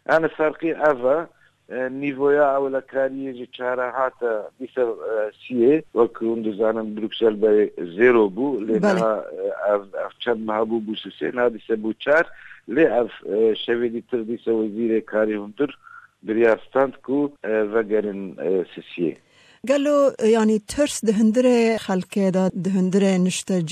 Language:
Kurdish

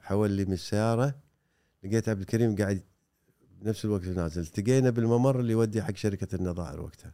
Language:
Gulf Arabic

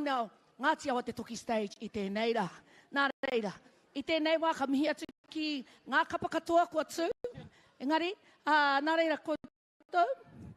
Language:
Māori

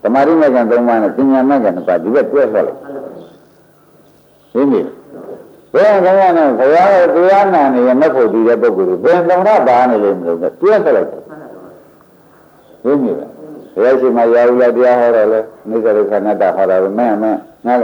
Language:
Burmese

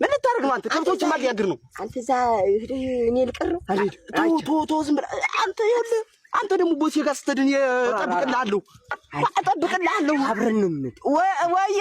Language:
Amharic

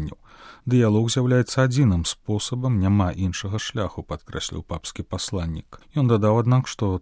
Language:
Belarusian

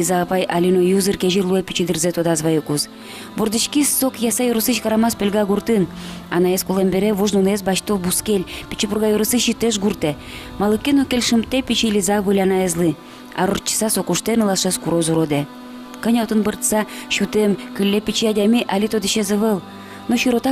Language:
Udmurt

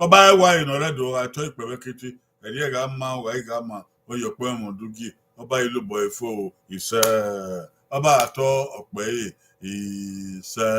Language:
Bini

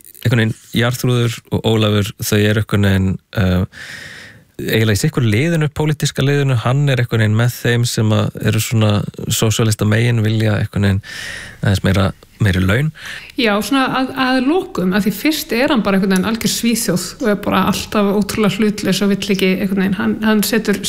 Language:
Icelandic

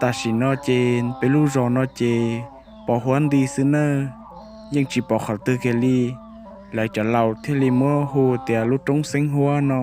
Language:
Hmong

